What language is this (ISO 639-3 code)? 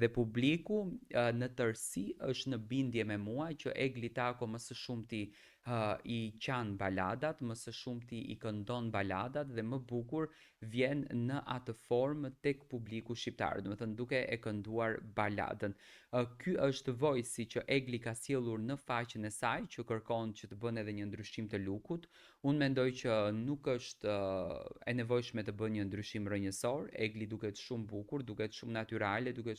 sqi